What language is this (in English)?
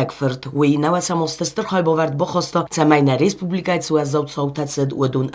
Ossetic